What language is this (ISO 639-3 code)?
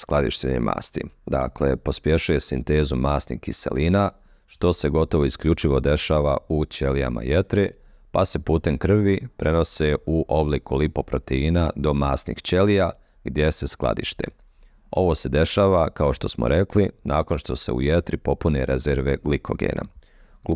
bos